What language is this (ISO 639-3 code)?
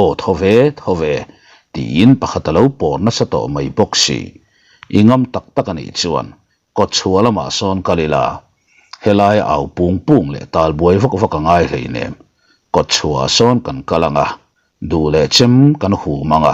lus